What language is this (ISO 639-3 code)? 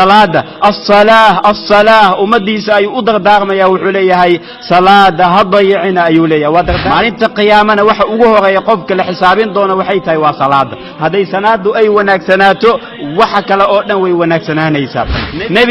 som